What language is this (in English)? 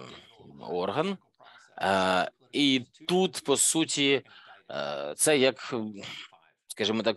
Ukrainian